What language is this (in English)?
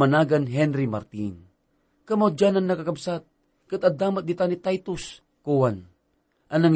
Iloko